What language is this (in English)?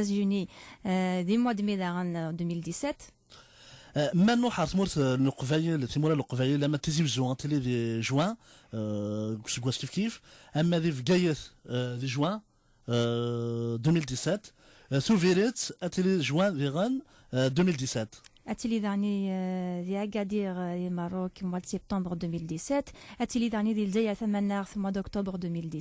Kabyle